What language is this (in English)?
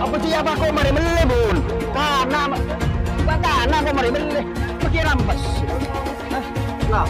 Madurese